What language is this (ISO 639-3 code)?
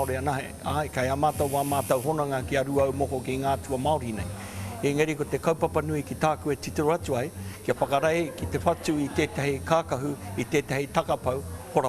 mri